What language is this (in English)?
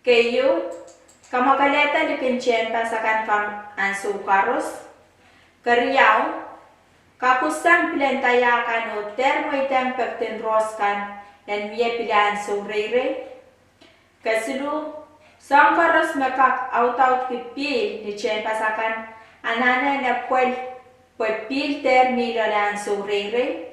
Pohnpeian